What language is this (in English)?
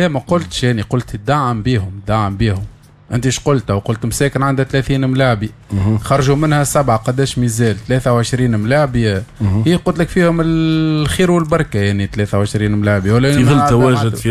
Tunisian Arabic